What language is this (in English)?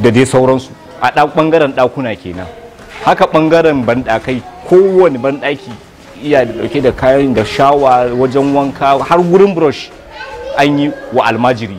Hausa